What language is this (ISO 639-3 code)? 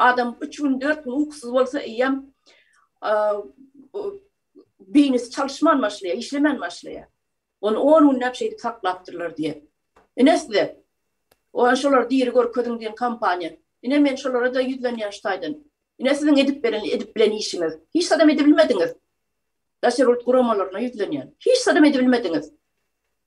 tuk